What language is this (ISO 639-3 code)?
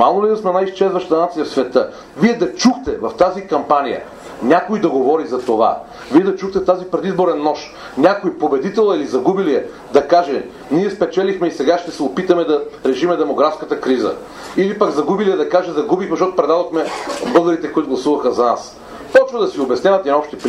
bul